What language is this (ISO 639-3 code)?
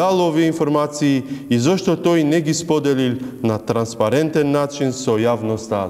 mkd